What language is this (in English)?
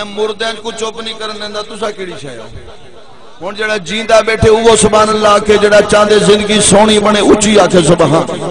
Saraiki